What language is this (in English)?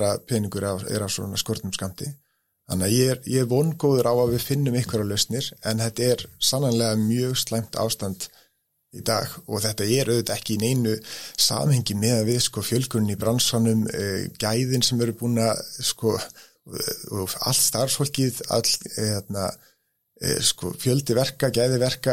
Icelandic